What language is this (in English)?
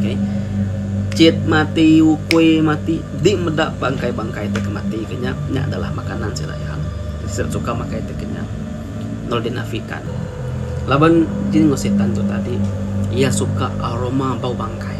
Iban